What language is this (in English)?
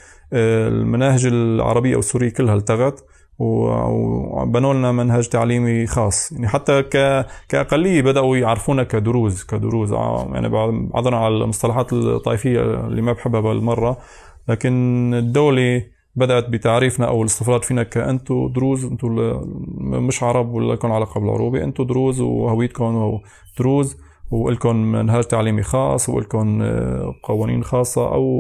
North Levantine Arabic